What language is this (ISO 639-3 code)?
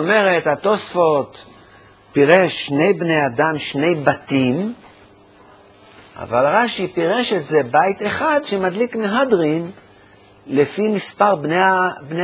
heb